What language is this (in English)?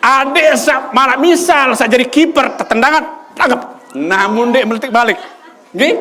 Sasak